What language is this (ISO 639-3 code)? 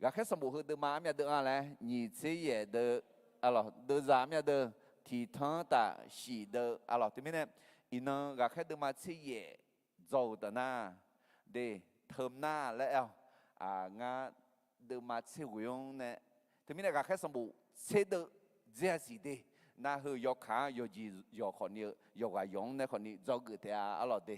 ahk